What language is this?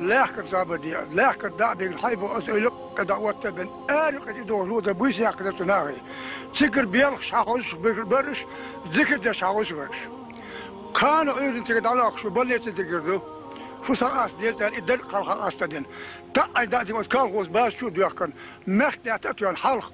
Chechen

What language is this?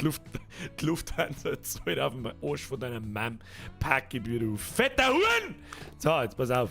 Bavarian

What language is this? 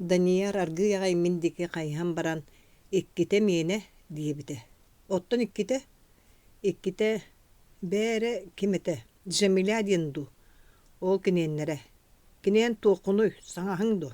Yakut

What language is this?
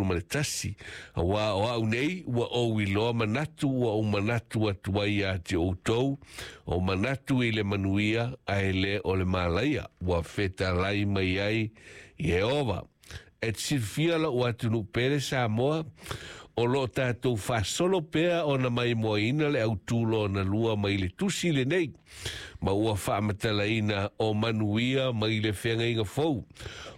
Samoan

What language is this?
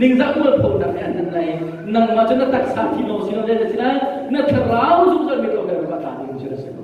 Hakha Chin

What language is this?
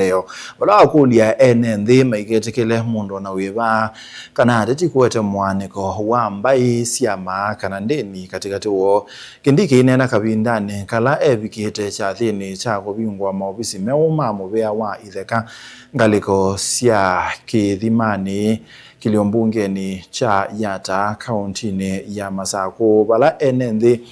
Kamba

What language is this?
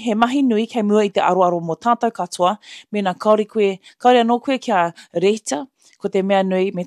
Māori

